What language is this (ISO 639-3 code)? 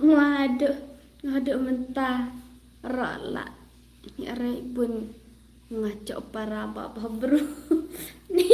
kha